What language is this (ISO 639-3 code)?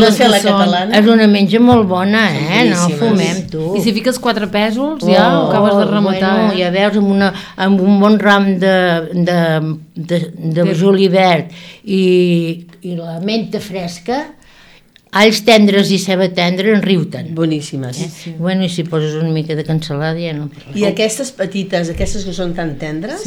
cat